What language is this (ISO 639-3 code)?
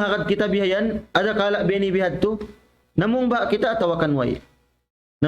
tsg